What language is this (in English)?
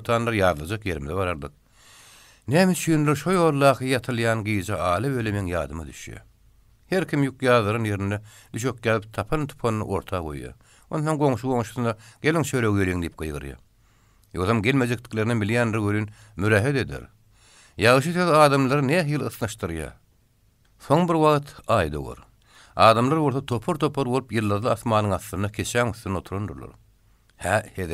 Turkmen